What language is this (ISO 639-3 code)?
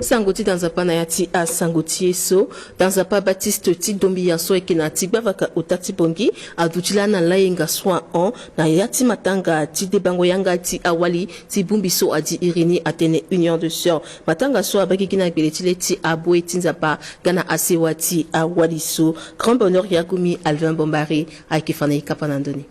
sag